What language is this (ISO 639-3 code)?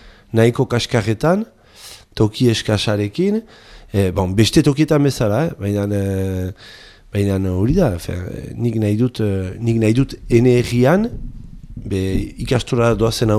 eus